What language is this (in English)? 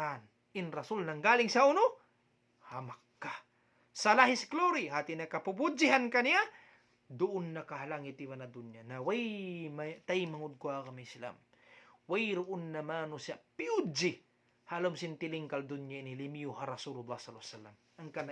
Tausug